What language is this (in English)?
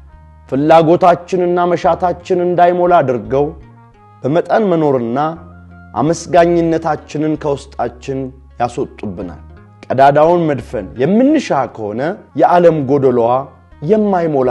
Amharic